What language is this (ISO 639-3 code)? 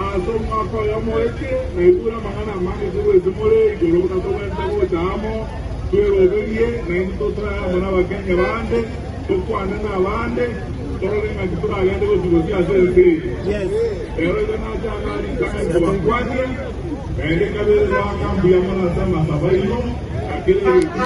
guz